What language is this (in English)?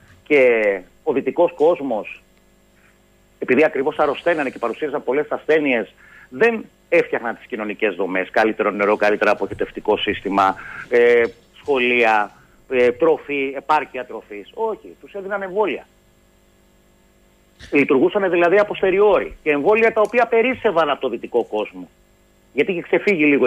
Greek